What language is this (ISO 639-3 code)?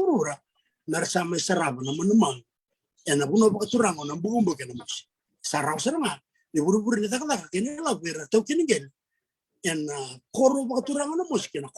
fij